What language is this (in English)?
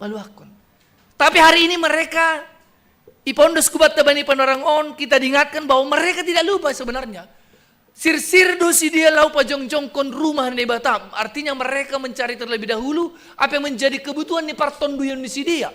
Batak Simalungun